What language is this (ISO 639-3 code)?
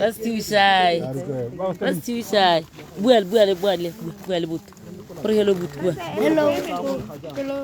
tsn